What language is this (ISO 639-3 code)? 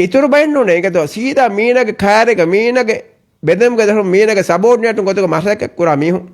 div